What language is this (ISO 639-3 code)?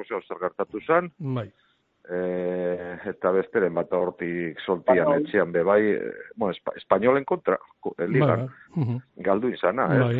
eus